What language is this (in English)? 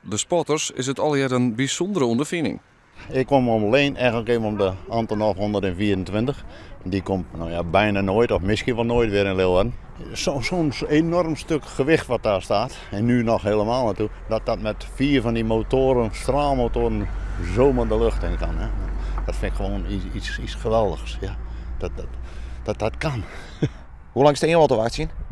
Western Frisian